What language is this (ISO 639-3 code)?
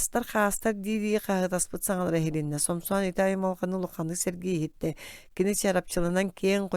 sah